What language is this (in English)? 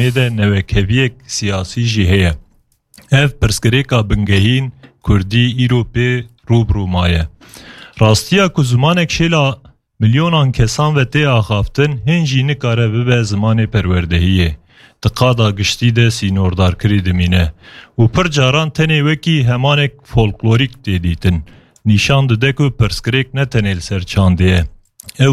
Kurdish